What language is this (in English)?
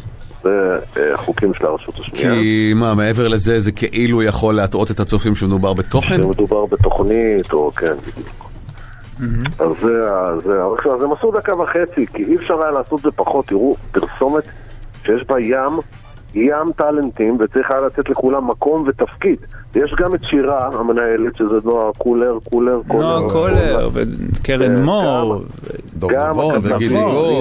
Hebrew